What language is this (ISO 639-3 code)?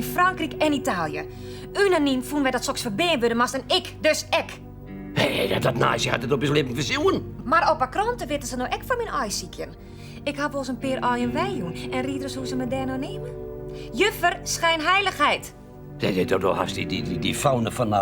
fry